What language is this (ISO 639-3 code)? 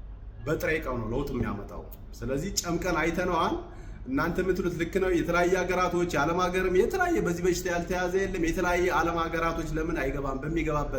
amh